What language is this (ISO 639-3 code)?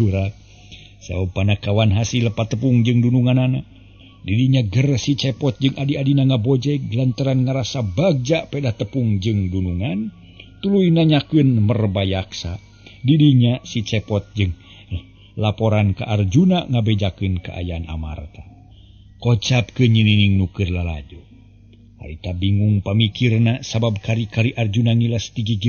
sun